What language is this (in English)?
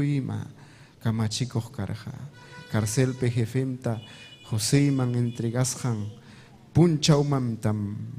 Ayacucho Quechua